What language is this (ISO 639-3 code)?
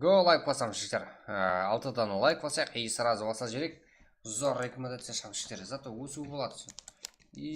kaa